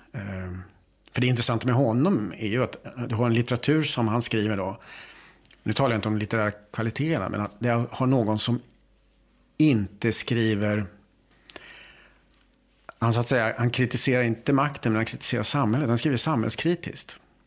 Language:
Swedish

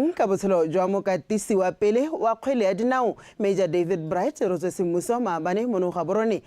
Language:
Tswana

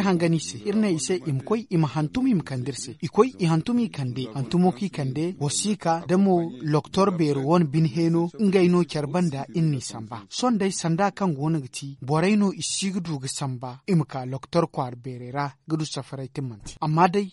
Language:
Zarma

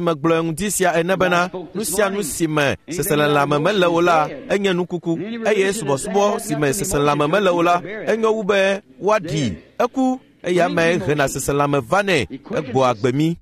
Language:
Ewe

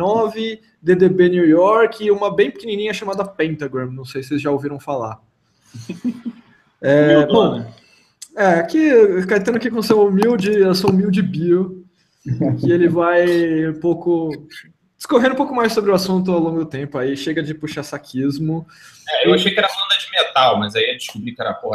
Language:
Portuguese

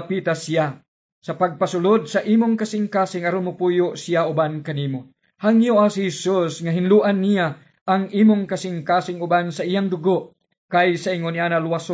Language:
Cebuano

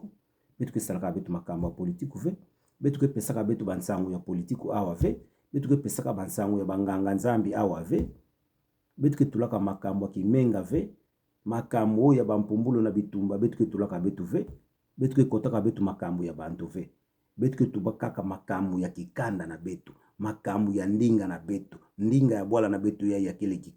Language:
Kituba (Democratic Republic of Congo)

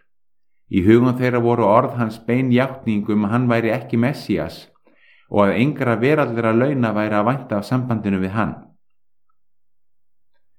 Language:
Icelandic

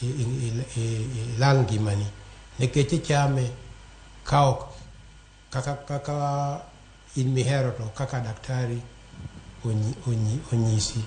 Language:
Luo (Kenya and Tanzania)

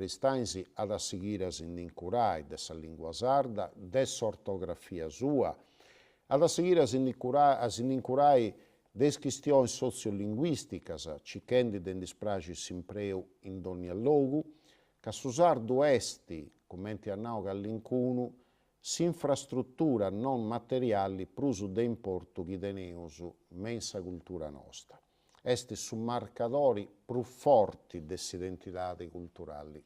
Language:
Sardinian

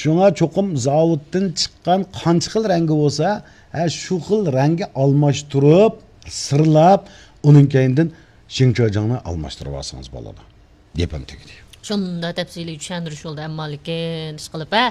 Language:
Uyghur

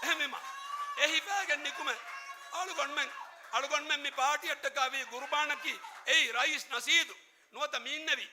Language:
Divehi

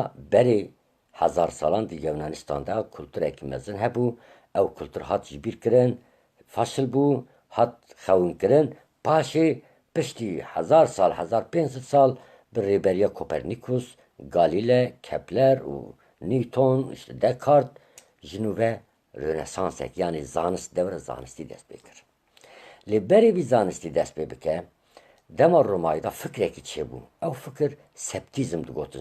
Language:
Kurdish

